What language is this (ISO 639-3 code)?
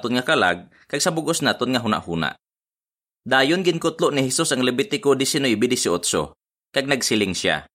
hil